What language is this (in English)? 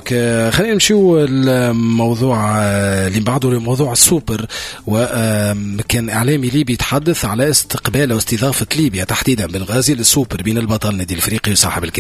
Tunisian Arabic